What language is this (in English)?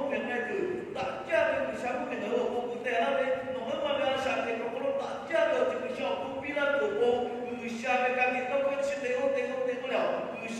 Lahu